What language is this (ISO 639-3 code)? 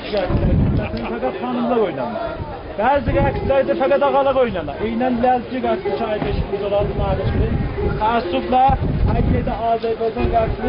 azb